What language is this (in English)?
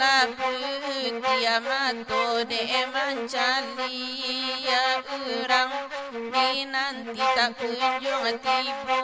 Minangkabau